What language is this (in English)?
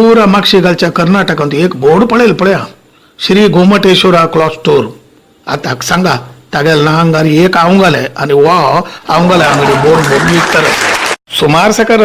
Konkani